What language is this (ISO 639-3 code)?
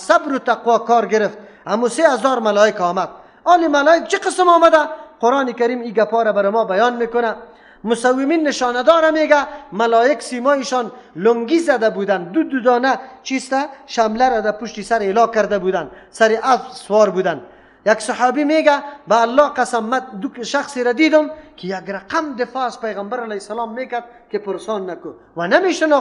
fas